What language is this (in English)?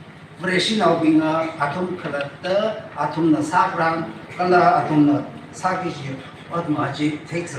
Tangkhul Naga (India)